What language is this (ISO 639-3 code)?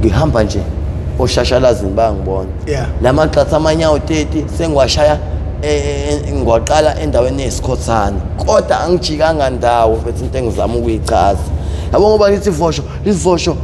zul